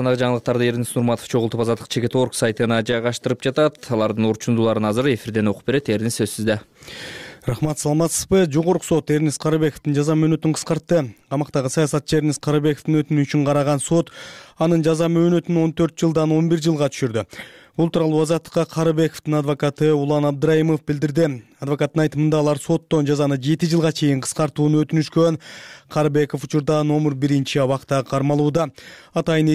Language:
Kyrgyz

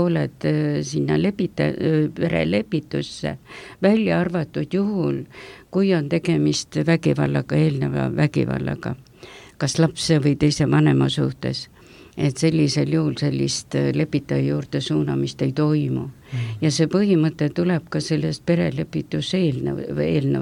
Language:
Estonian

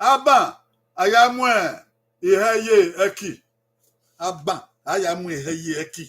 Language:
Bini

